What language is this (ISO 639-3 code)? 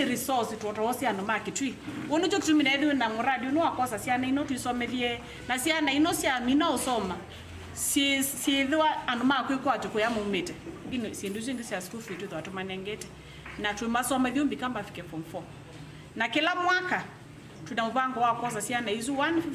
kam